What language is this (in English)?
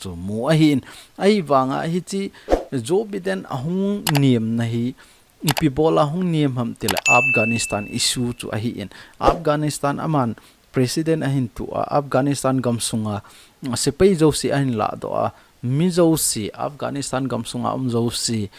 Thado Chin